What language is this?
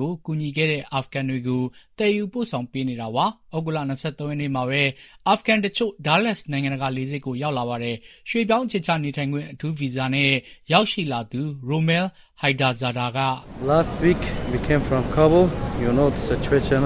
Burmese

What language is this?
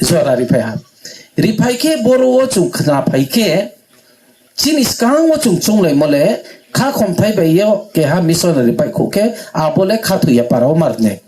Riang (India)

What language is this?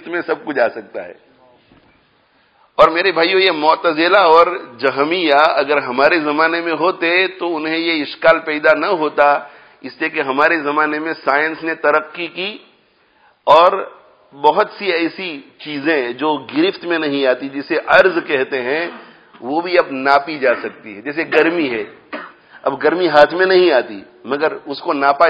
Urdu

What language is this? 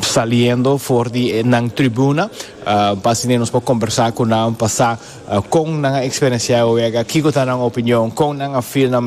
Papiamento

